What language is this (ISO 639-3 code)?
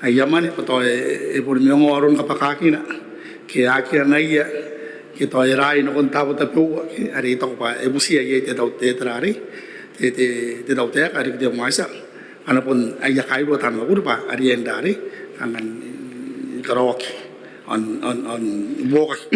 gil